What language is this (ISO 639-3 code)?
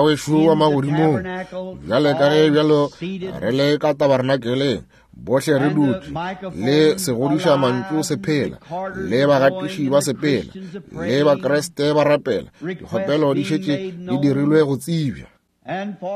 nso